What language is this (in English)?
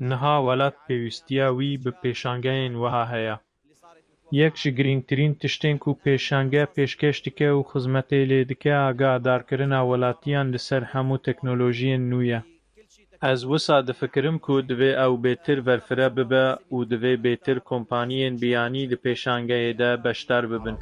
Kurdish